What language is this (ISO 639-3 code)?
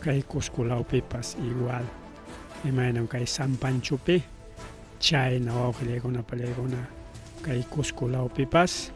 quy